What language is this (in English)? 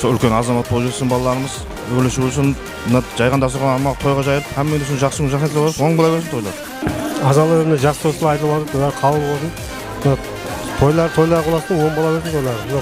Kara-Kalpak